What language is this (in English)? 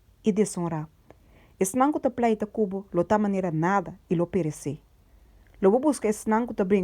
Papiamento